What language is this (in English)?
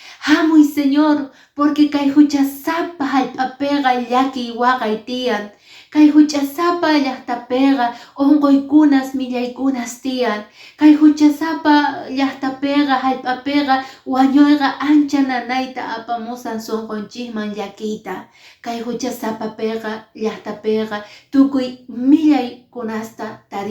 Quechua